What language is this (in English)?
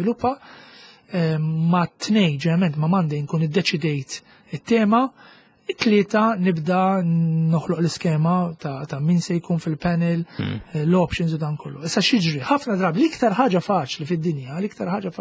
Maltese